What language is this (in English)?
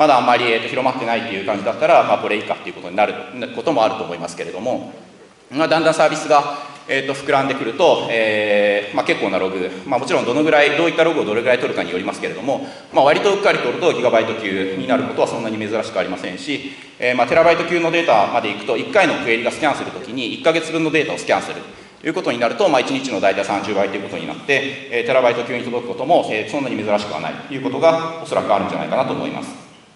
Japanese